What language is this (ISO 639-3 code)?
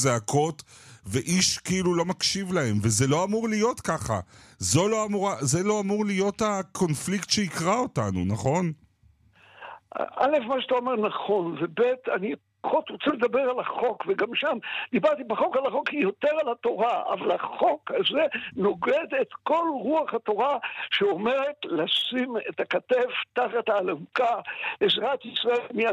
heb